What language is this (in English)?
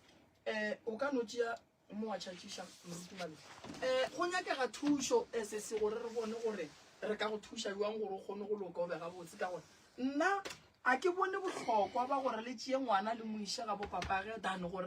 Northern Sotho